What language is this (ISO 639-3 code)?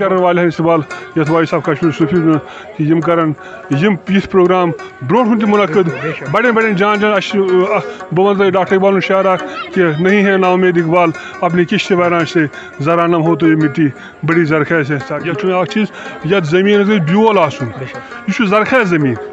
kas